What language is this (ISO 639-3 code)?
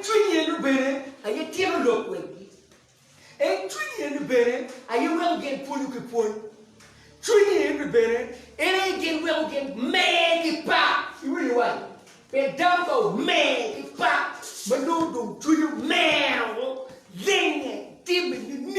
ach